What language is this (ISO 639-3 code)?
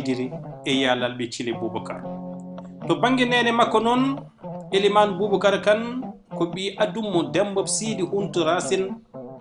ful